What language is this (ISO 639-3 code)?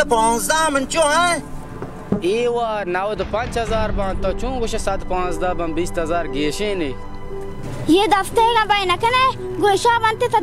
bal